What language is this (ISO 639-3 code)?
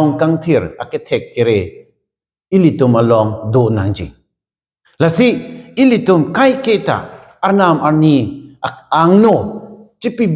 mjw